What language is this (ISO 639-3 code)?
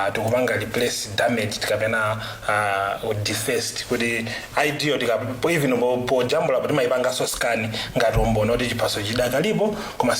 nya